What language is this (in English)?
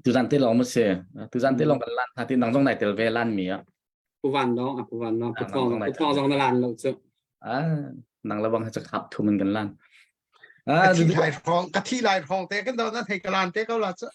Hakha Chin